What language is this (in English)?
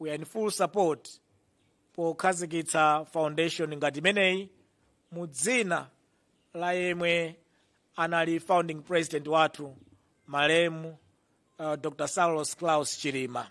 Nyanja